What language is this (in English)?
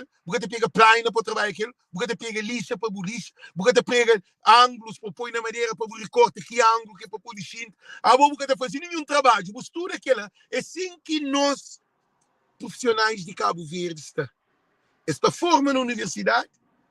Kabuverdianu